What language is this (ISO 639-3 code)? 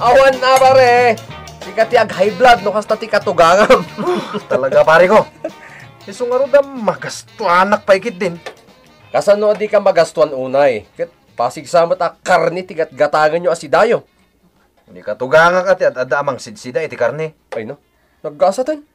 ilo